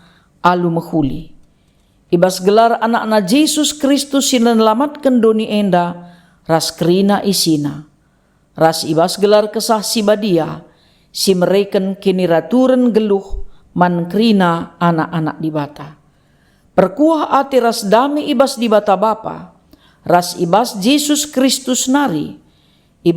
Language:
Batak Karo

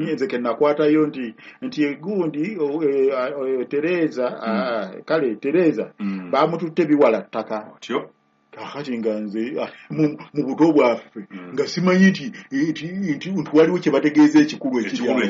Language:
Ganda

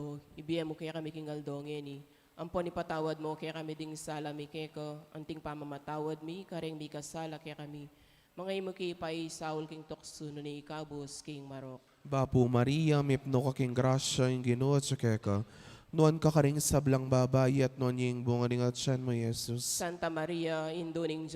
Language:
Pampanga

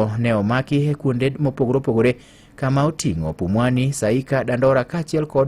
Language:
Luo (Kenya and Tanzania)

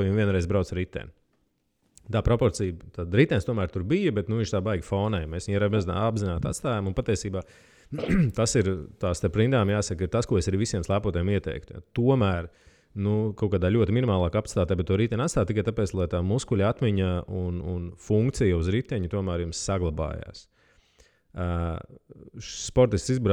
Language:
Latvian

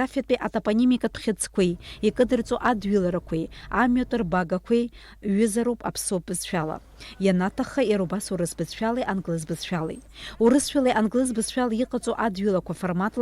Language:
Abkhazian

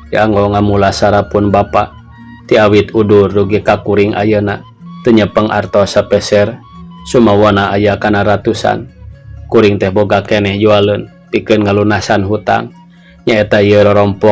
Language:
Sundanese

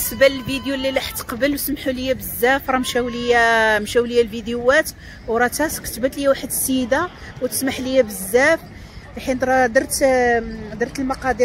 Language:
Moroccan Arabic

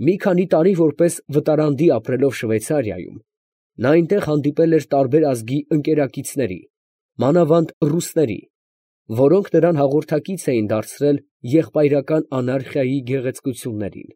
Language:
Armenian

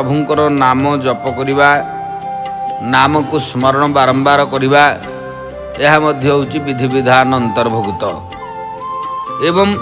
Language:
Odia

